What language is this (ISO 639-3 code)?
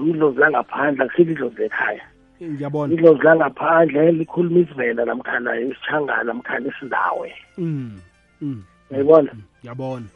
nbl